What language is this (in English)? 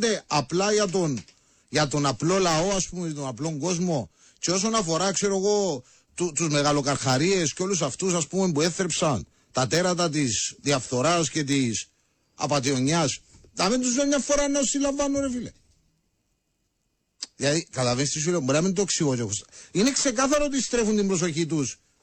Greek